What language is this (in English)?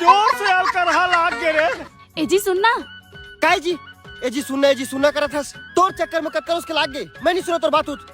Chhattisgarhi